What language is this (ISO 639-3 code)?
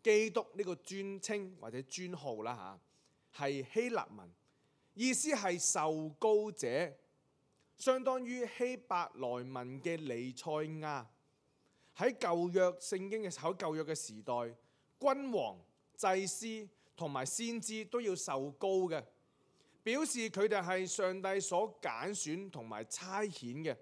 yue